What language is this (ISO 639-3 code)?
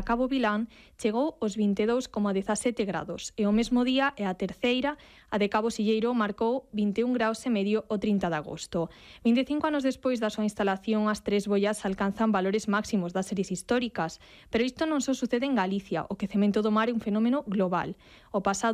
glg